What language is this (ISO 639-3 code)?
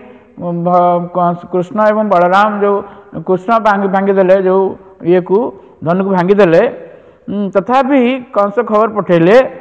ori